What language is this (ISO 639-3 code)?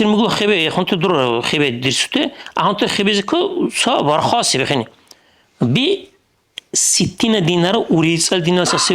dar